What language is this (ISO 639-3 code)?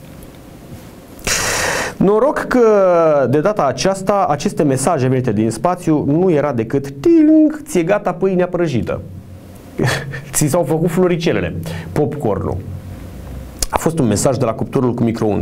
ron